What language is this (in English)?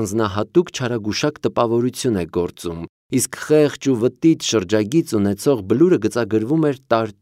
Armenian